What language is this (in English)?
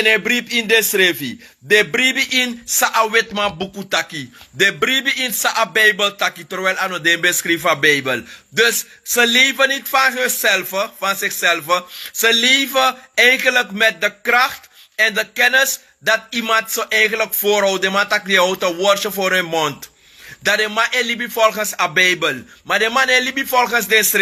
Sranan Tongo